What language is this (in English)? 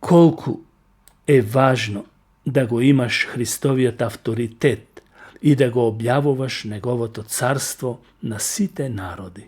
Macedonian